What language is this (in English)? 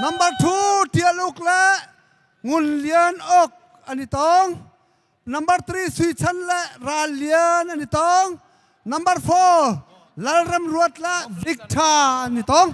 Hakha Chin